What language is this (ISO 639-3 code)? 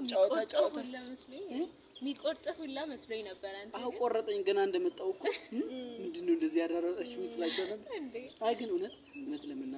amh